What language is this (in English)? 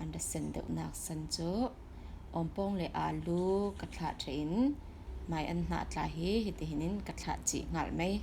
Falam Chin